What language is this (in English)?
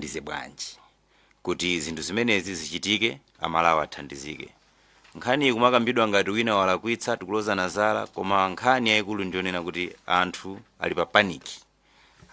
Nyanja